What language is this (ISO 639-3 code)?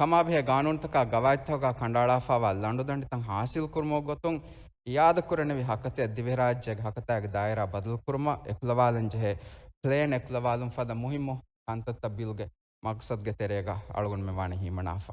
div